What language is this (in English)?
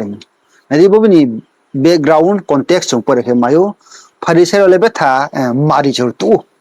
Riang (India)